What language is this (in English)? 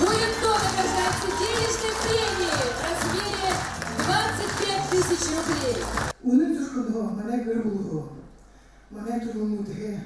Buriat